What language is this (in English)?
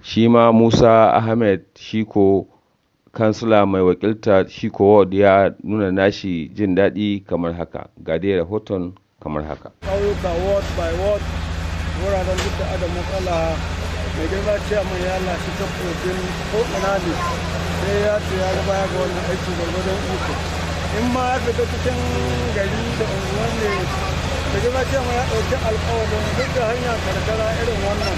Hausa